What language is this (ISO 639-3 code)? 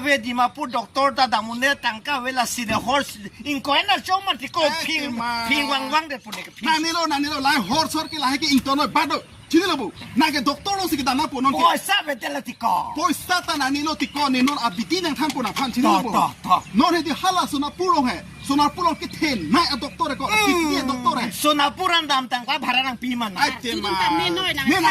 mjw